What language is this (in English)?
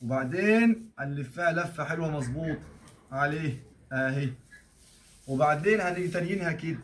Egyptian Arabic